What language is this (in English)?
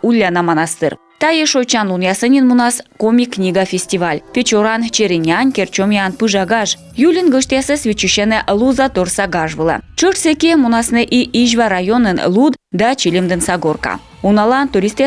Komi